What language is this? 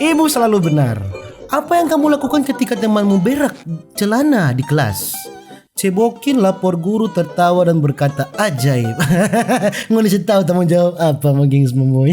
Manado Malay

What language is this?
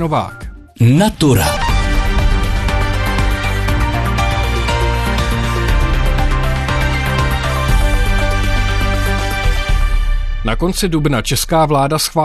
Czech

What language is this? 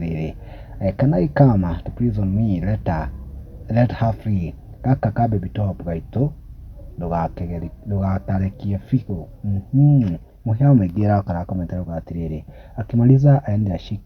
Kikuyu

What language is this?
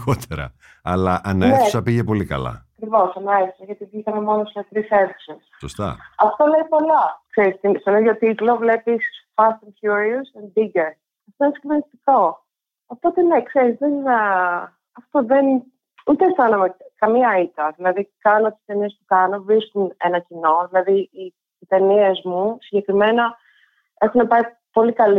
Greek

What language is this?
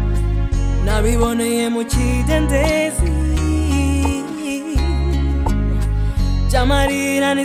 Kinyarwanda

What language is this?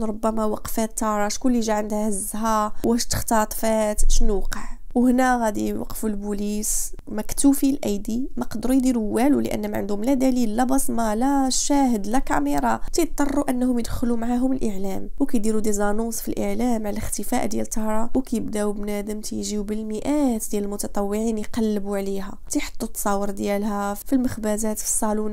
Moroccan Arabic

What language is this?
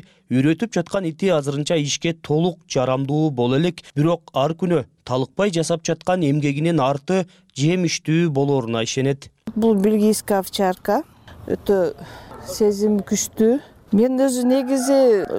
Kyrgyz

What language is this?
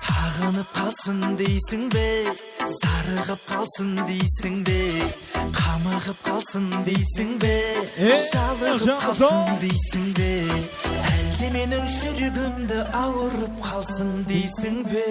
Kara-Kalpak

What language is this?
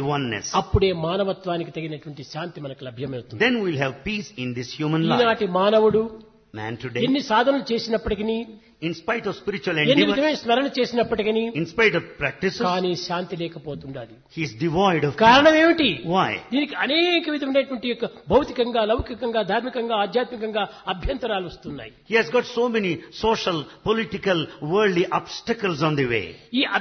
Telugu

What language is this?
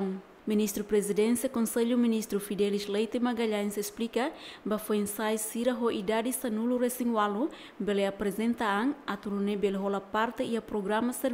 Tetum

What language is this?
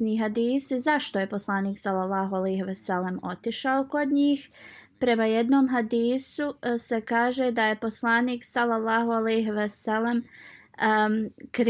Bosnian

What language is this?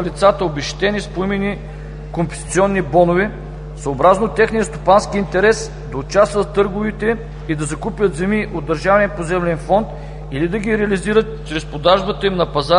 Bulgarian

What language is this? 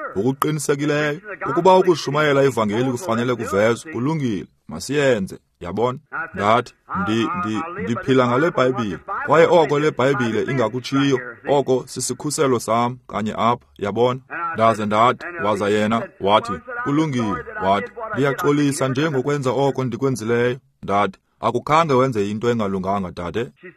Xhosa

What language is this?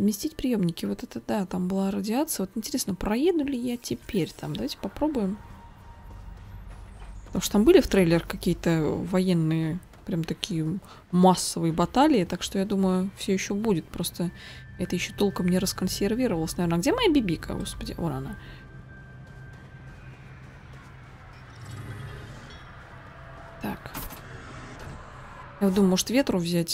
Russian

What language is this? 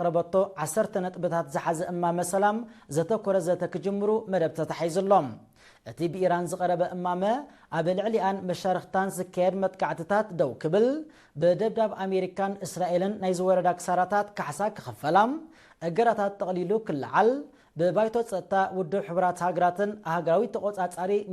Tigrinya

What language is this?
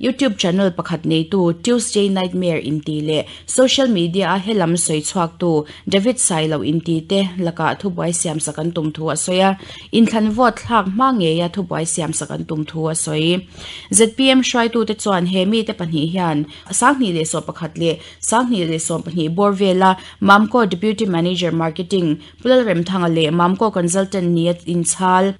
Mizo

